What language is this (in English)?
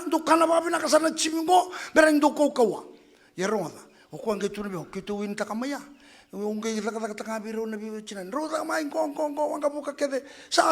Fijian